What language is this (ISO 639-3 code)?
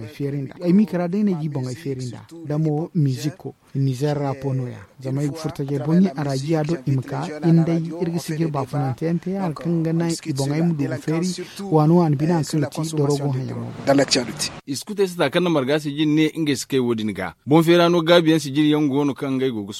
dje